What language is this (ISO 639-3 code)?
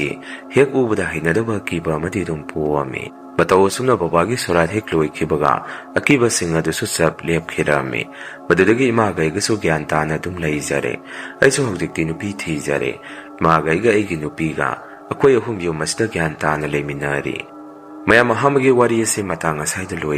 mni